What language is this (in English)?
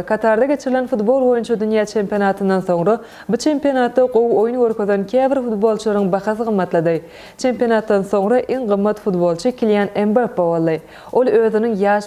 Turkmen